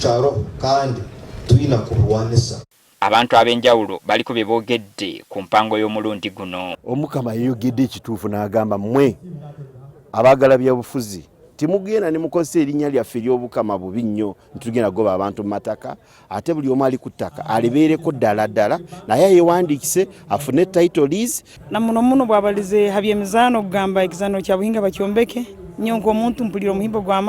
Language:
Ganda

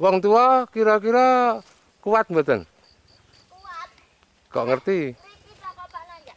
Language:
Javanese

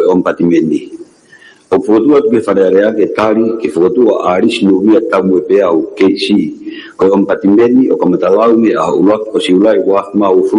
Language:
Tongan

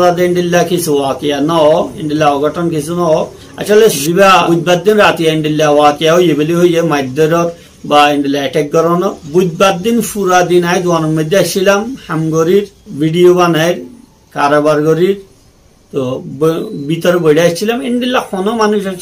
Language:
Rohingya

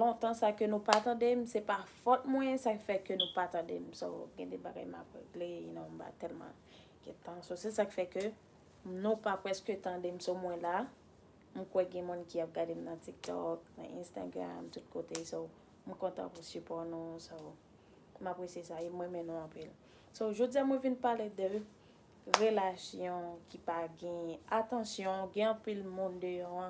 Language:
Haitian Creole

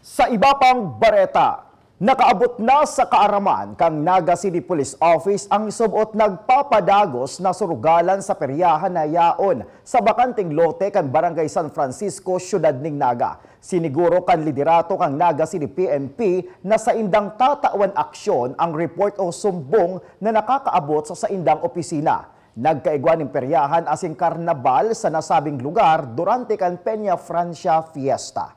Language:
Bikol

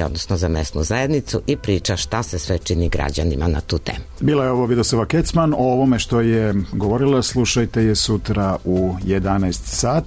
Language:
Serbian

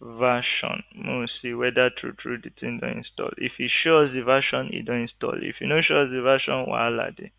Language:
Nigerian Pidgin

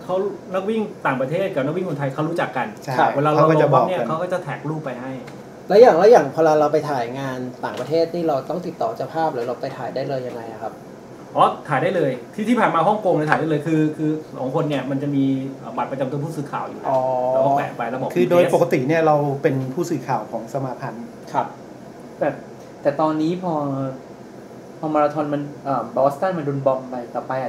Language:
Thai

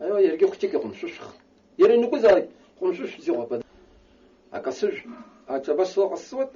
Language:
Abkhazian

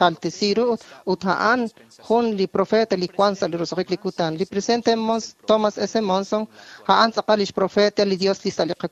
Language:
Kekchí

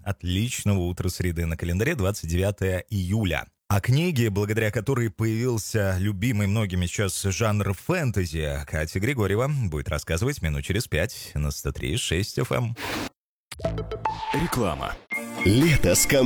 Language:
Russian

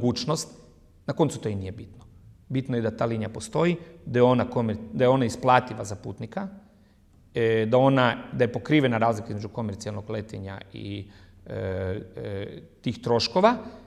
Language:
Croatian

